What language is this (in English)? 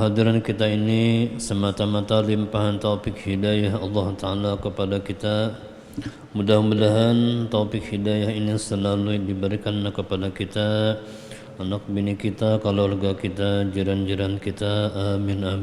Banjar